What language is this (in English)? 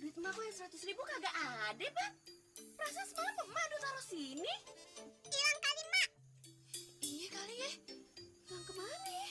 Betawi